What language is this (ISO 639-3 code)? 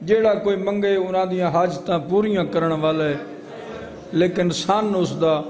skr